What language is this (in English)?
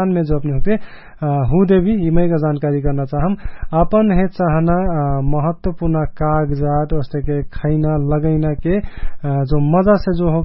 Dangaura Tharu